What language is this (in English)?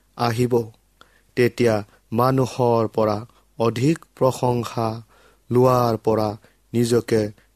Assamese